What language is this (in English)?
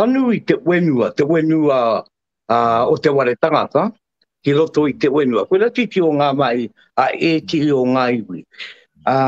Māori